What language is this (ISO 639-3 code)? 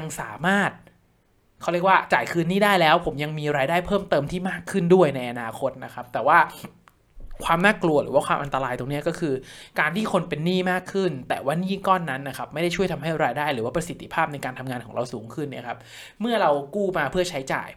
tha